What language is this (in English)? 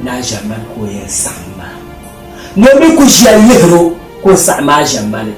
Dagbani